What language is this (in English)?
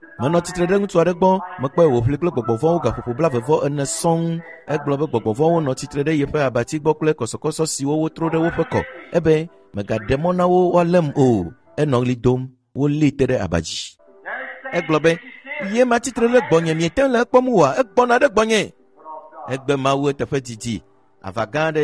Ewe